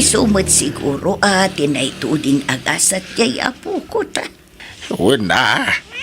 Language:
Iloko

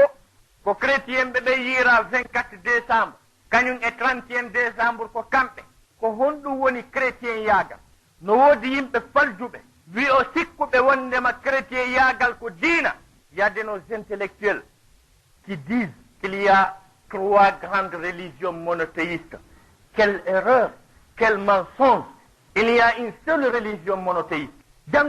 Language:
Fula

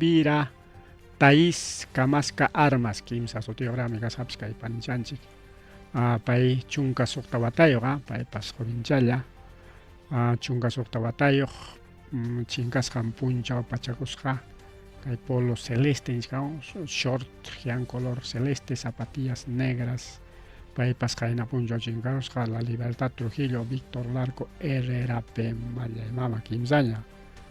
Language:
Ayacucho Quechua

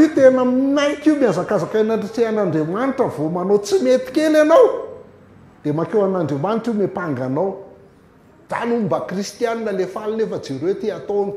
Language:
Malagasy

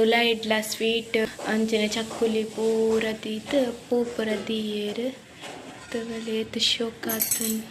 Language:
Tulu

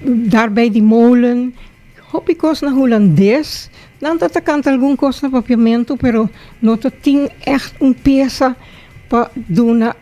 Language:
Papiamento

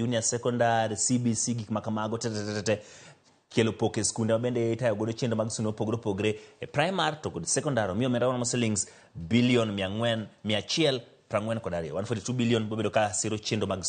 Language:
Luo (Kenya and Tanzania)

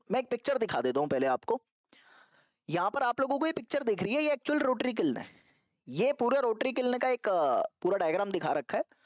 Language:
Hindi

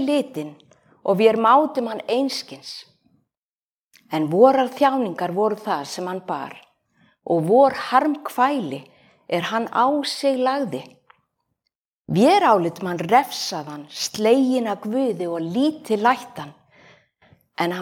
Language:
Icelandic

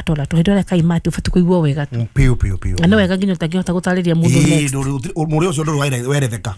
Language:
Kikuyu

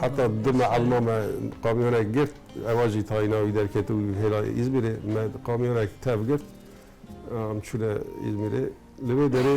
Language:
Kurdish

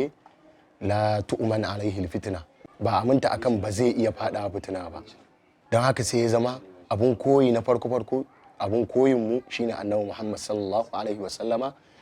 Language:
Hausa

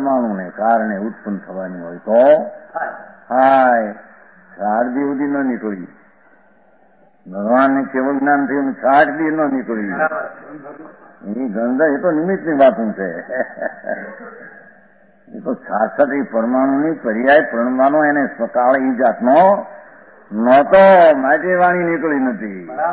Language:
Gujarati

